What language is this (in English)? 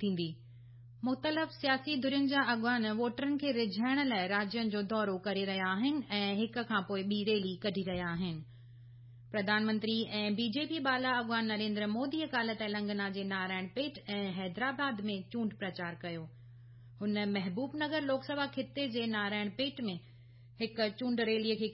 Sindhi